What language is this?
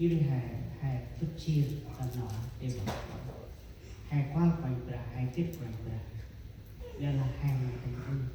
Central Mnong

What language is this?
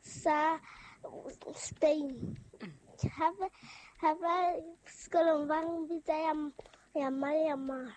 Southern Sotho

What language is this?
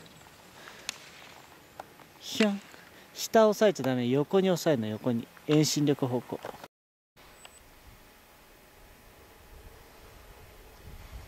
Japanese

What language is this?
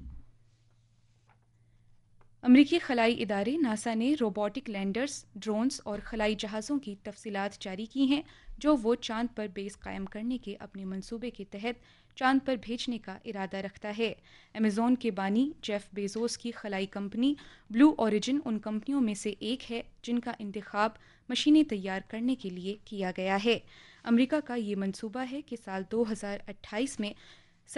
Urdu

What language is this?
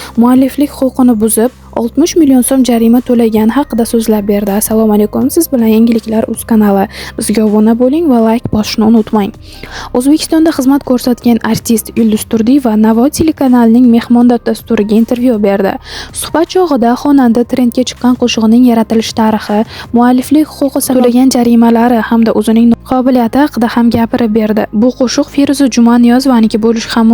Uzbek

